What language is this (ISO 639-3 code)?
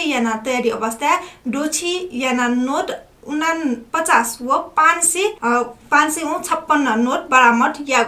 new